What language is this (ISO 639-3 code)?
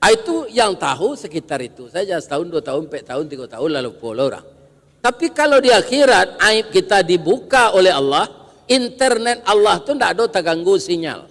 min